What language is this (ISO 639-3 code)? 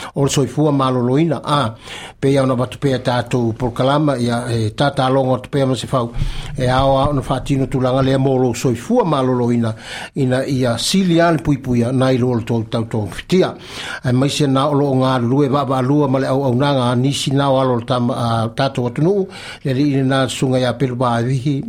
smo